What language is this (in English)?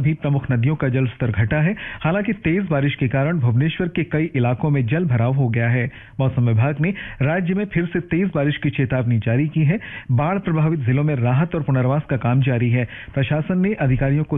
Hindi